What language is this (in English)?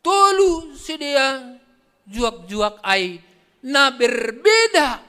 Batak Simalungun